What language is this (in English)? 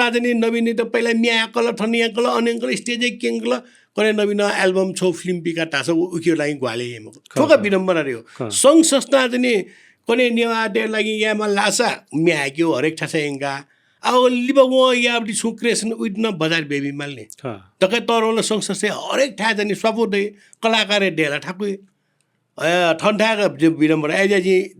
Newari